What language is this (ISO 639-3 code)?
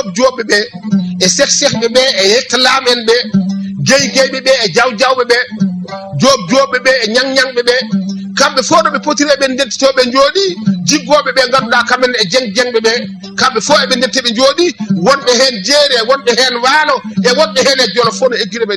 ful